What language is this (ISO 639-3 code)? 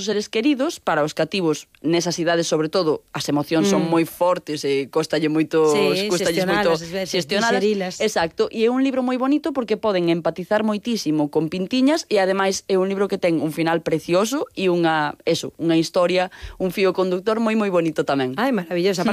glg